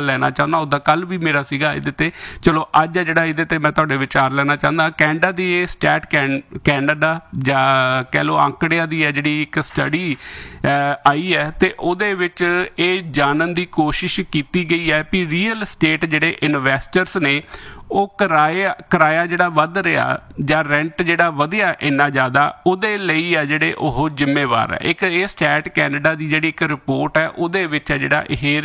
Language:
Punjabi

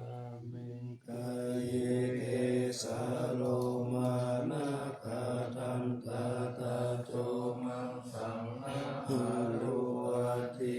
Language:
Pali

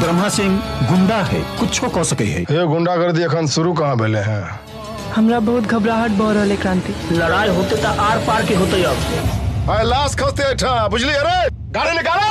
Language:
Maithili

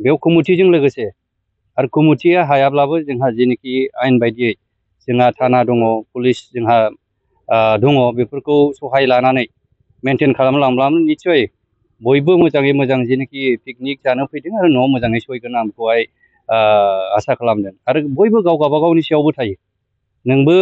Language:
Bodo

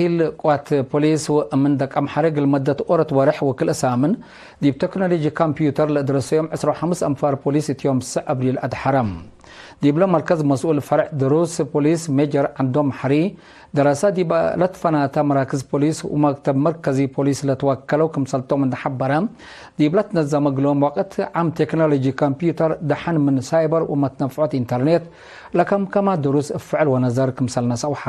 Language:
Tigre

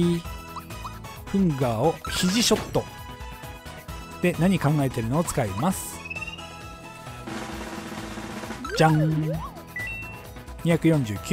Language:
Japanese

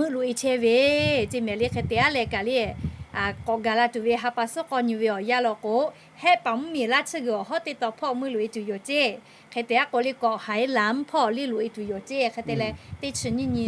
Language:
Lahu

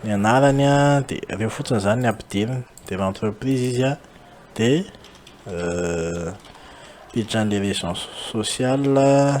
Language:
Malagasy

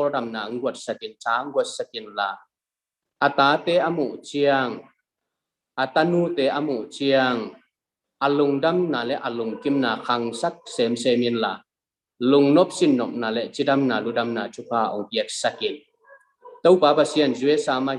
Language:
Tedim Chin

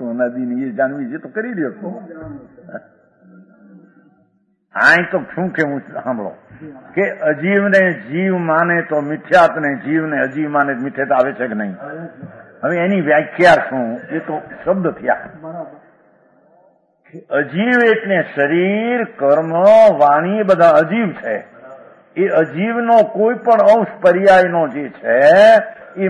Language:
Gujarati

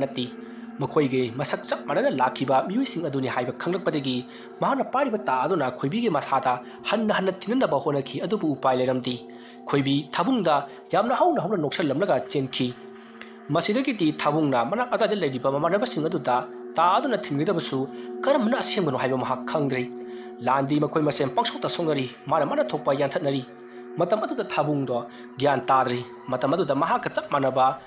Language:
Manipuri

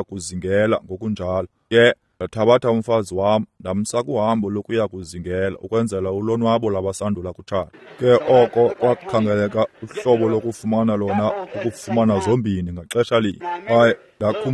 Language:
Xhosa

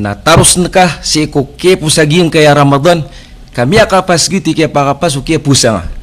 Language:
Maranao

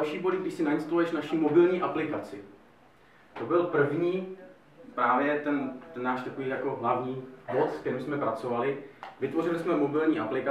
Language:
Czech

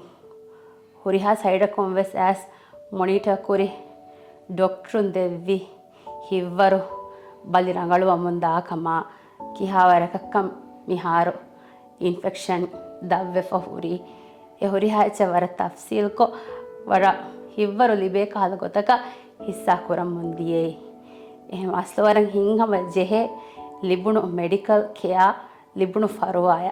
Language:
Divehi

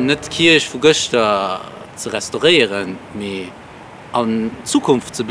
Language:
Luxembourgish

